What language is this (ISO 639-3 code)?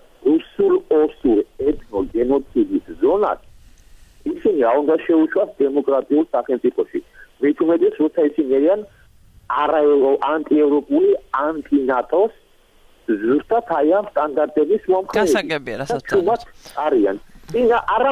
kat